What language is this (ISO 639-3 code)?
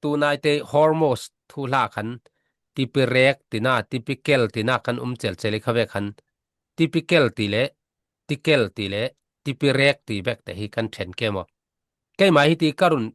cfm